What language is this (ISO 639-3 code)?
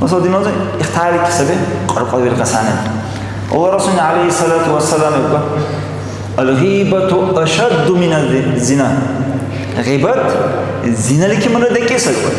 dar